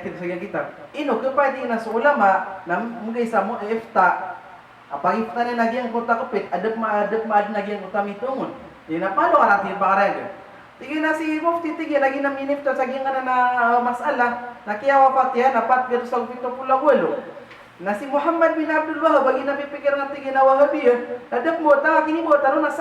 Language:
Maranao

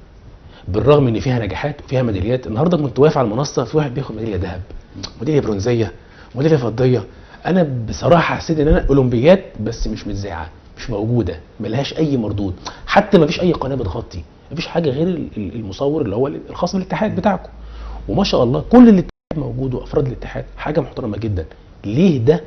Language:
Egyptian Arabic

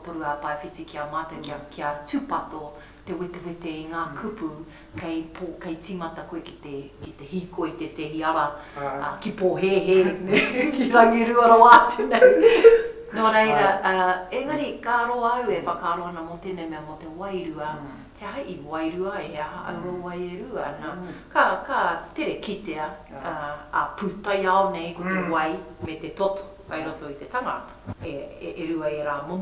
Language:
Māori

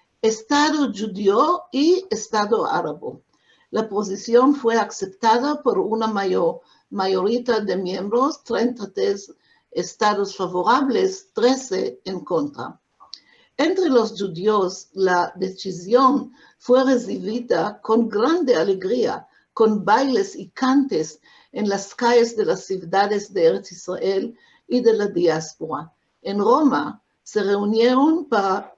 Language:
Ladino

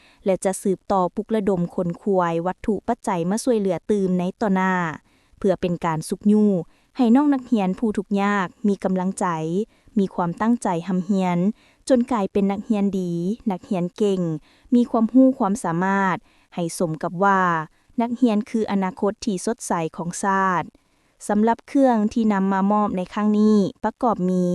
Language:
Lao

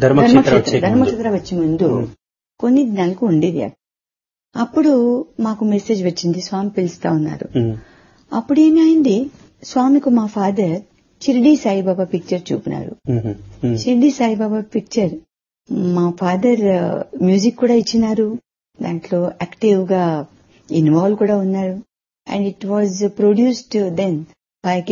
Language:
Telugu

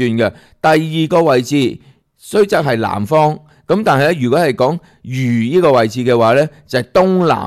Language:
Cantonese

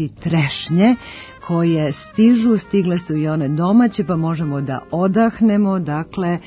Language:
Serbian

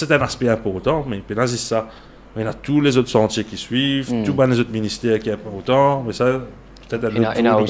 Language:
Morisyen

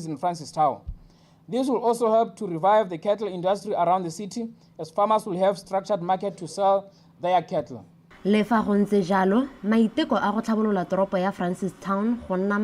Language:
Tswana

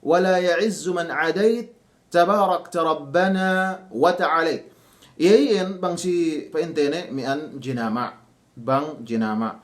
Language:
Yakan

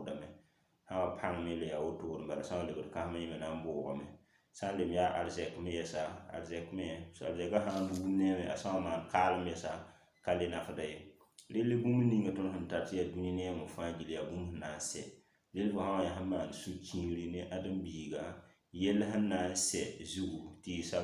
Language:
Mossi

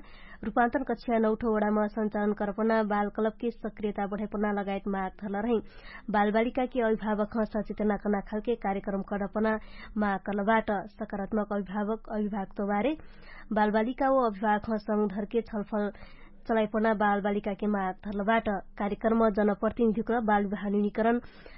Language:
Dangaura Tharu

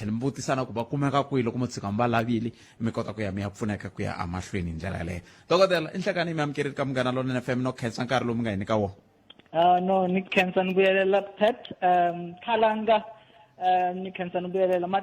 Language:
Tsonga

